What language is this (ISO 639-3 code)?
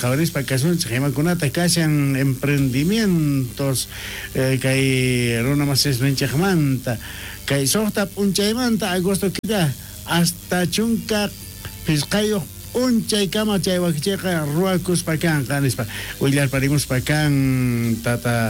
quh